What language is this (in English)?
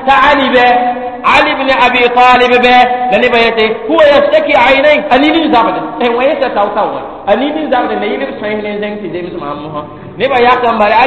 Mossi